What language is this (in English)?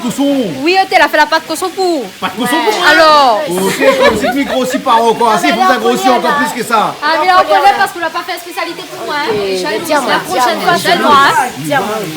Réunion Creole French